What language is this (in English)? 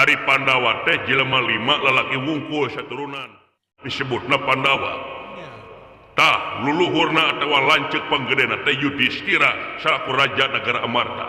Sundanese